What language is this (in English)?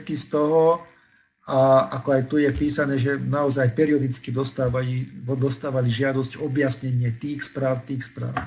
Slovak